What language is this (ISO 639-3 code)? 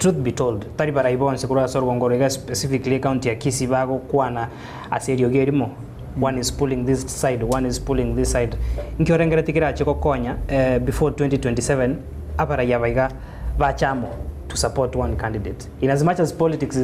guz